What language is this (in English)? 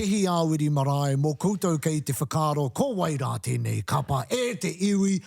Māori